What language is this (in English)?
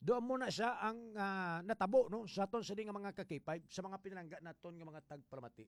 Hiligaynon